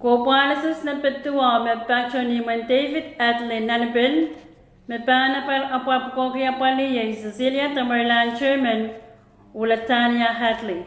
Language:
Pohnpeian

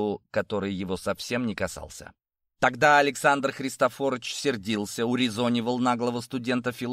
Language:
Russian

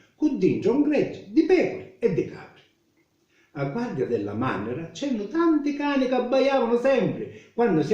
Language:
Sicilian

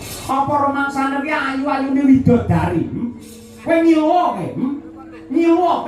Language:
Javanese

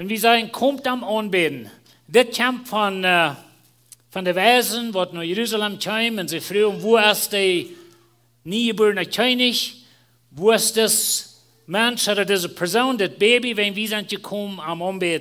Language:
Plautdietsch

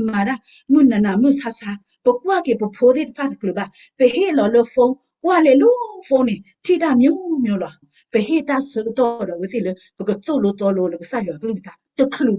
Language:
S'gaw Karen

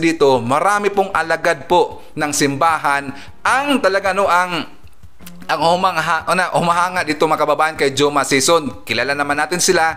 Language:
Filipino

